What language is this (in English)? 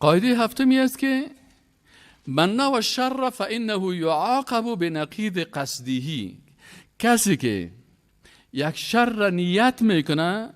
Persian